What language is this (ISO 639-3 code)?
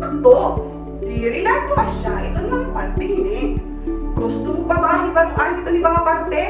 war